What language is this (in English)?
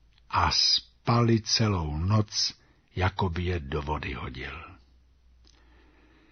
Czech